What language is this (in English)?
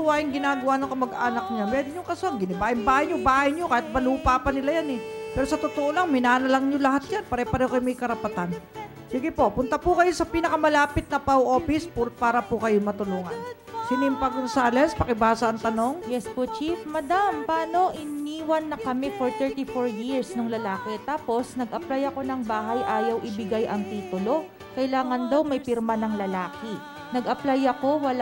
Filipino